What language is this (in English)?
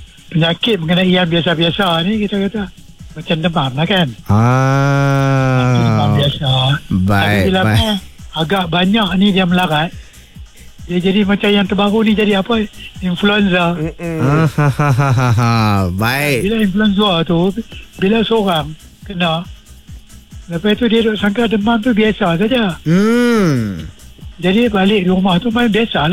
Malay